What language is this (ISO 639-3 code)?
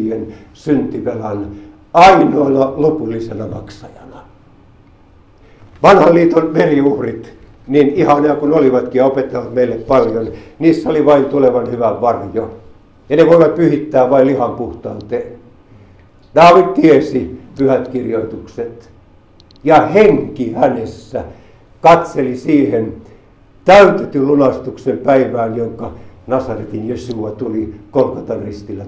fin